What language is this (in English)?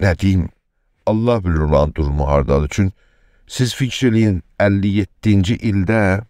South Azerbaijani